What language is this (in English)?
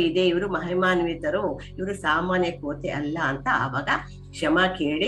Kannada